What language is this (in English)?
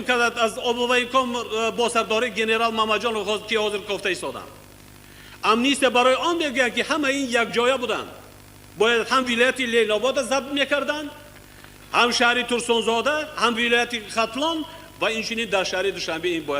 Tajik